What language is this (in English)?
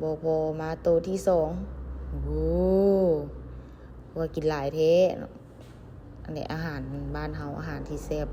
Lao